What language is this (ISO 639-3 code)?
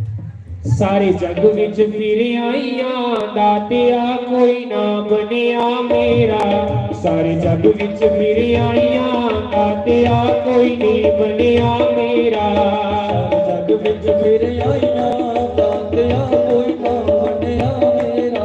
doi